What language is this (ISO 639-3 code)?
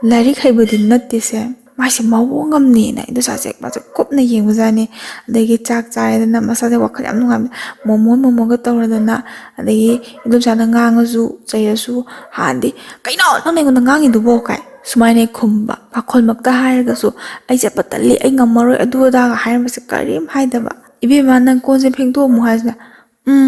mni